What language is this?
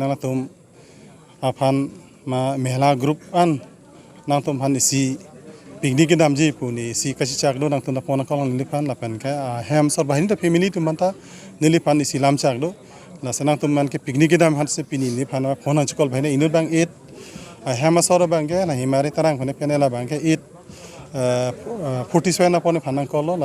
Karbi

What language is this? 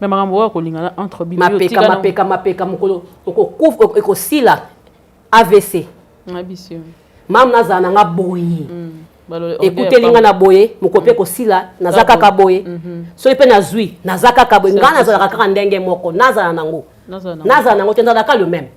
Lingala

